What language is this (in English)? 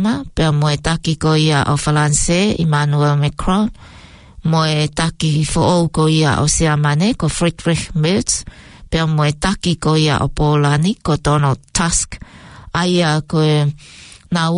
Tongan